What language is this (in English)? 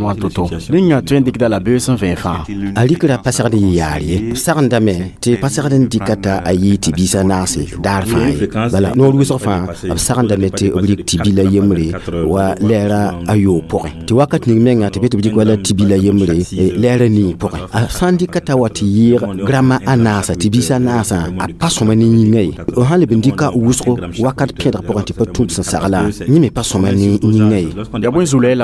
Mossi